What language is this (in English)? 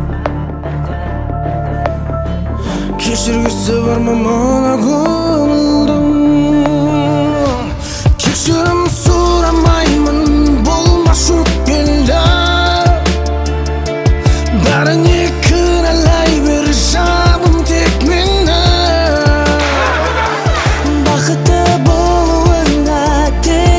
Kazakh